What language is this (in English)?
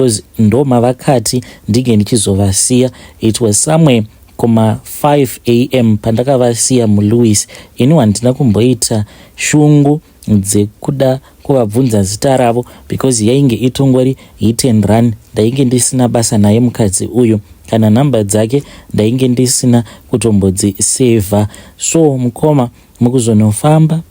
Shona